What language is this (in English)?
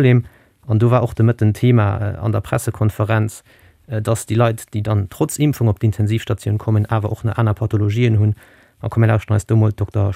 Luxembourgish